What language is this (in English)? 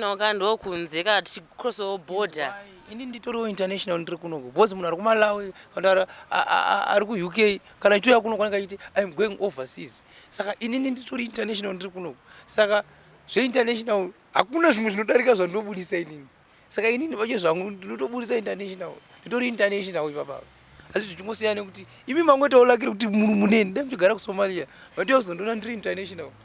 Shona